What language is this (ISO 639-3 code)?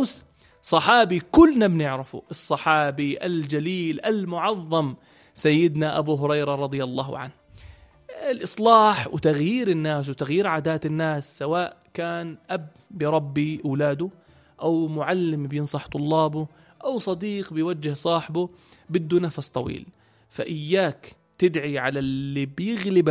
apc